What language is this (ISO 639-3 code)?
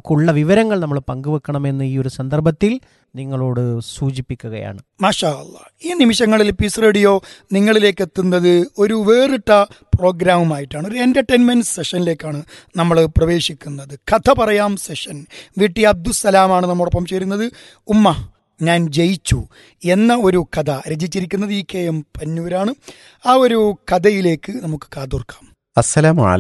mal